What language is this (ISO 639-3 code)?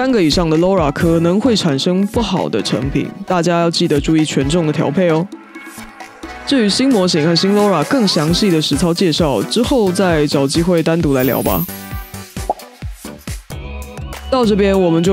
zho